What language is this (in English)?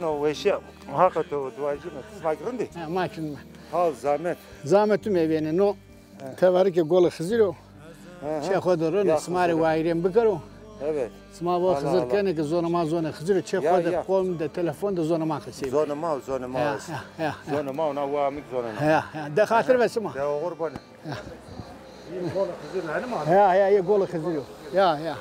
Zaza